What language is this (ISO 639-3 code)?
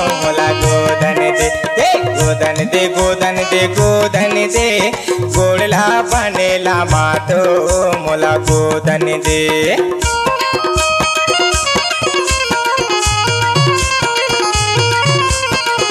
hne